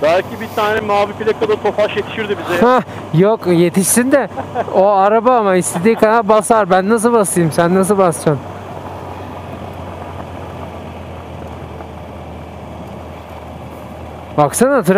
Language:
Turkish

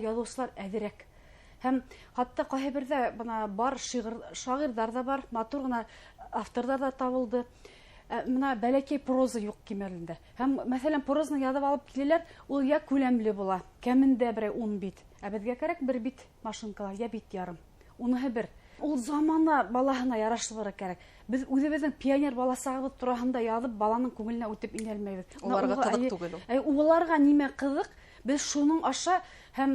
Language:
Bashkir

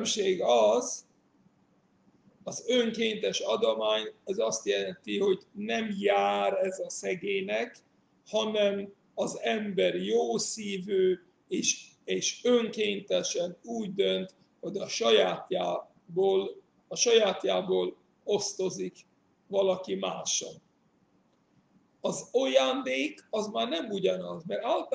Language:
Hungarian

